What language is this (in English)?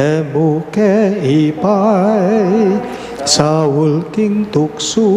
Pampanga